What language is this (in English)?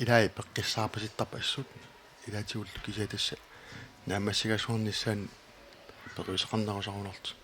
Kalaallisut